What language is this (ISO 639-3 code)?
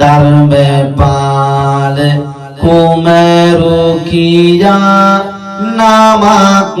sin